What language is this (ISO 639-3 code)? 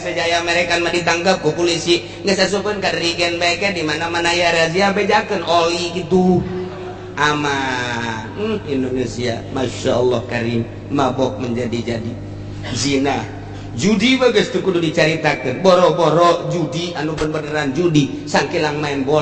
sun